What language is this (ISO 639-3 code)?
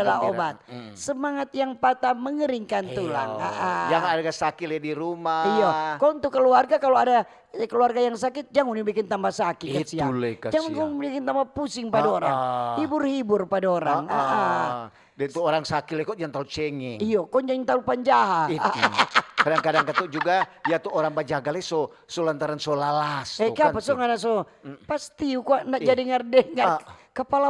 xmm